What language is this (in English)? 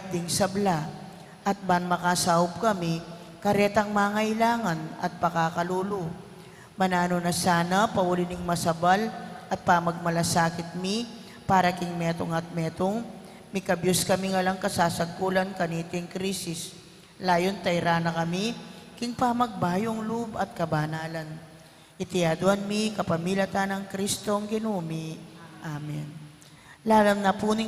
Pampanga